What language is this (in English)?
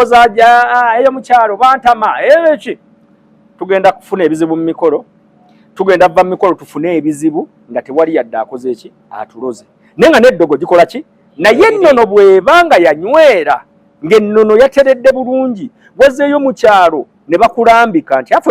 Ganda